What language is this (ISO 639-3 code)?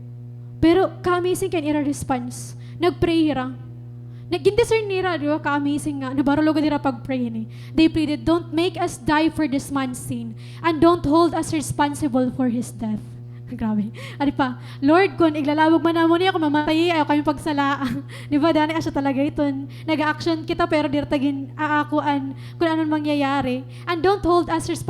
war